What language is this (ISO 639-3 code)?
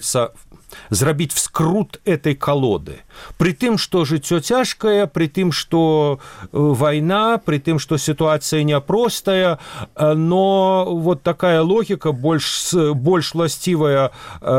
bel